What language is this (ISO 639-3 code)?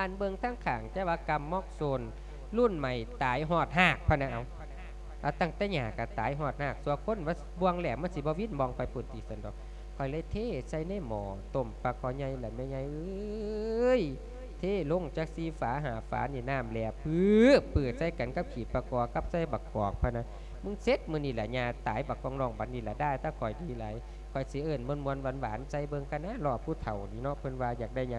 lao